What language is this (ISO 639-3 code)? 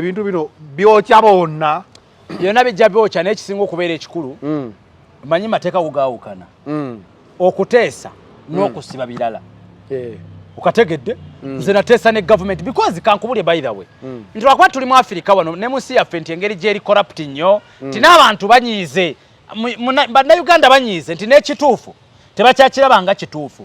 lug